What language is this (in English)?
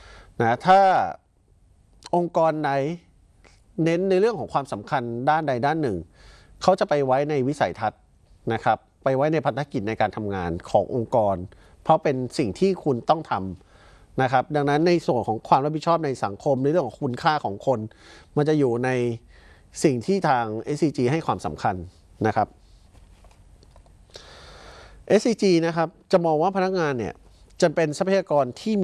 Thai